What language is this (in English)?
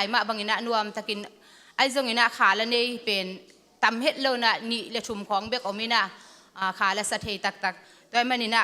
Tedim Chin